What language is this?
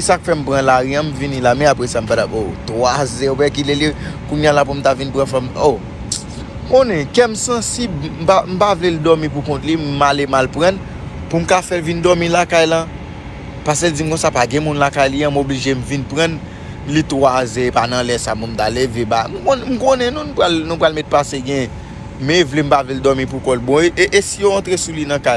Haitian Creole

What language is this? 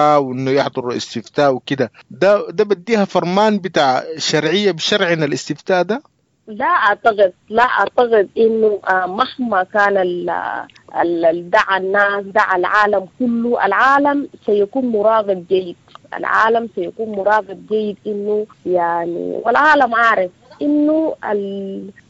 Sudanese Arabic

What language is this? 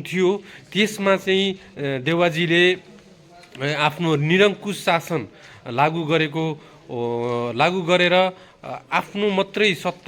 Nepali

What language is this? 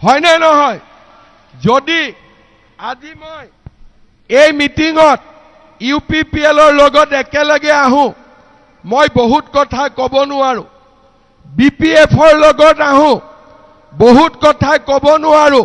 Assamese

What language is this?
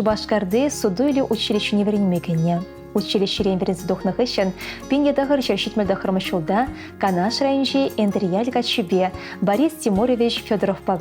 Chuvash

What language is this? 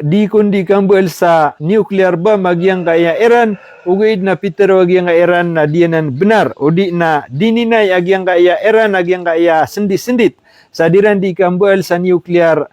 Maranao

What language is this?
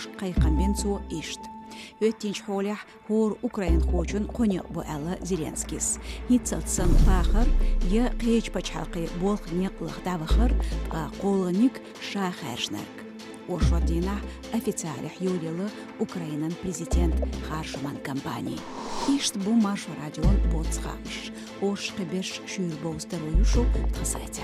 Chechen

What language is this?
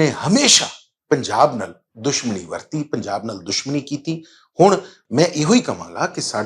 Western Panjabi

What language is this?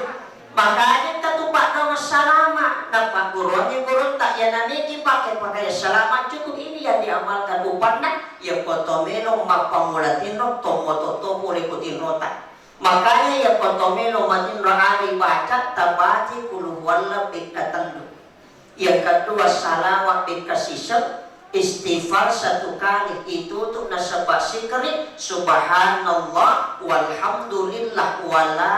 Buginese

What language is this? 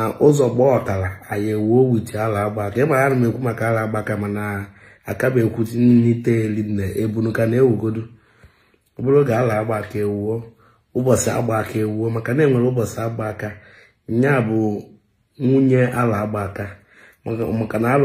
Igbo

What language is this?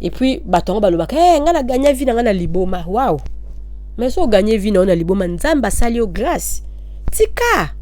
Lingala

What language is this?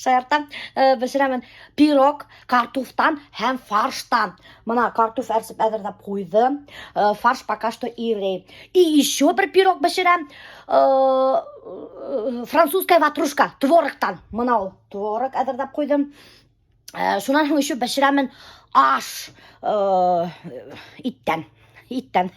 Bashkir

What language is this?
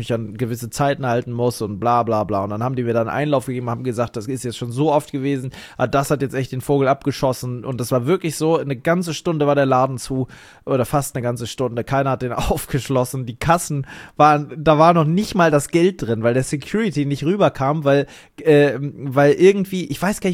German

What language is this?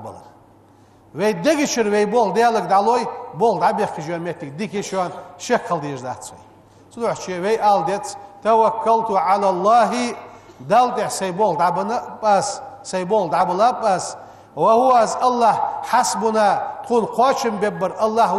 Ingush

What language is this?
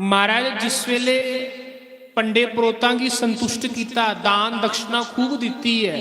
Dogri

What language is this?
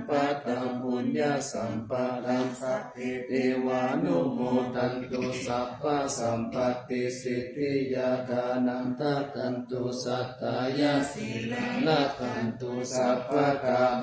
Pali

